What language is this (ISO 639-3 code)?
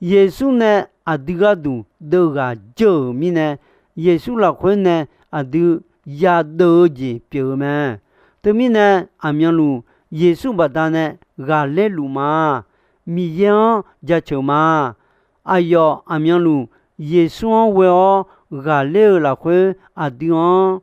ahk